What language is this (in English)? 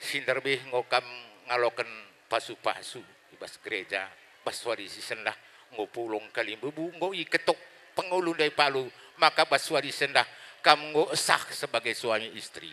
Batak Karo